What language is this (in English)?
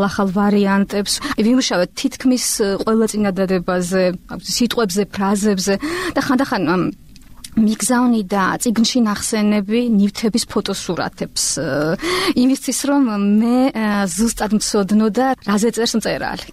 Georgian